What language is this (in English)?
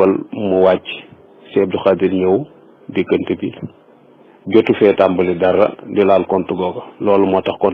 Wolof